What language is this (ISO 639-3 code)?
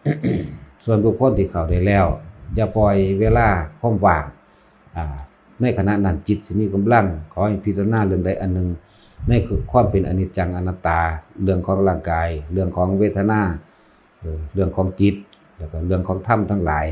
lao